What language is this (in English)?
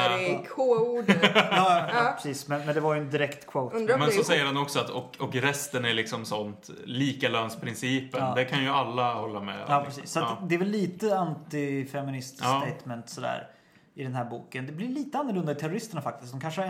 Swedish